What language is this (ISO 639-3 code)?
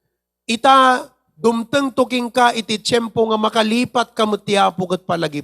ilo